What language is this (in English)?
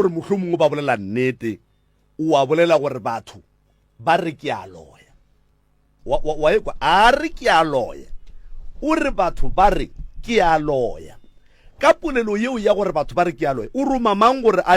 Northern Sotho